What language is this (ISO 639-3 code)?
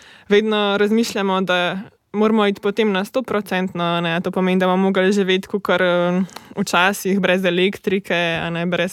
slv